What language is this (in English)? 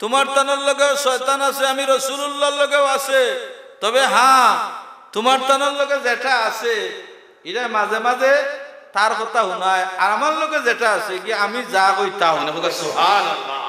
Sylheti